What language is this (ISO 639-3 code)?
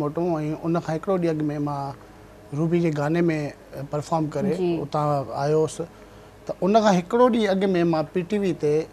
snd